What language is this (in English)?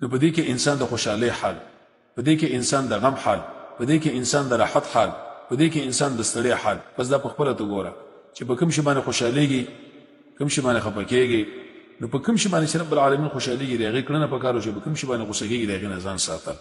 Pashto